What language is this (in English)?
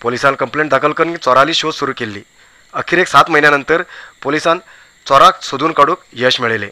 Konkani